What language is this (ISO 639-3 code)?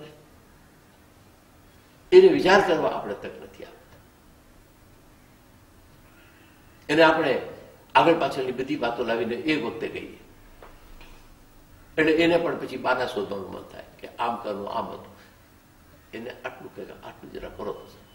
guj